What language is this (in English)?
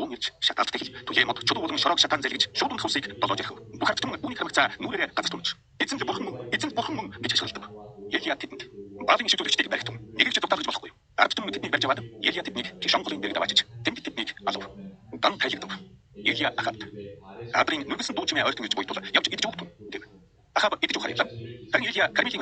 Mongolian